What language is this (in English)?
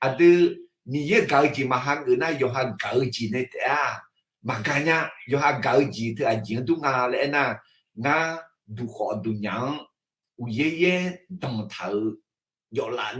Akha